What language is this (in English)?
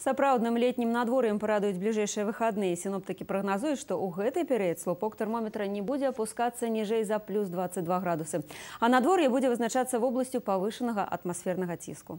Belarusian